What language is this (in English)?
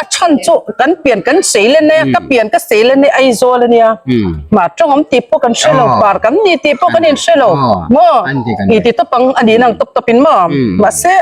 Hmar